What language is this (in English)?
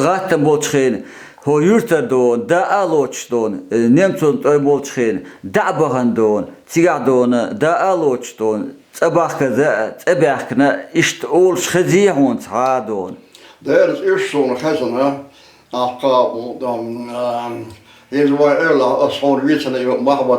Chechen